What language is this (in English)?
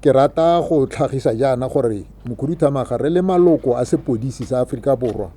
Tswana